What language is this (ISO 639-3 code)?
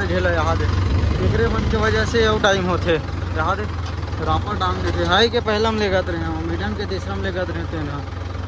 hne